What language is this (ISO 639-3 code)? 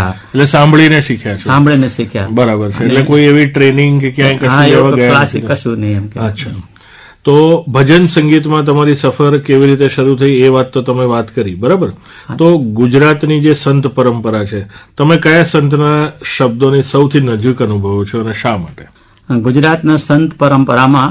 guj